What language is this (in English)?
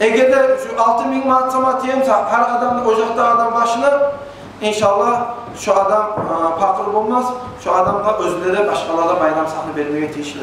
Kumyk